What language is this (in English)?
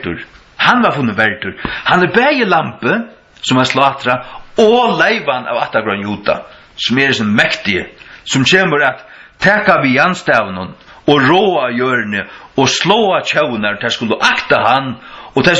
Faroese